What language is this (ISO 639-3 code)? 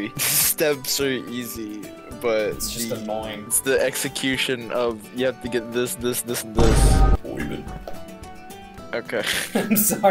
eng